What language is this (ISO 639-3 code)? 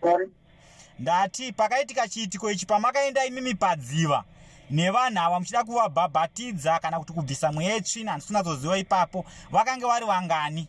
sna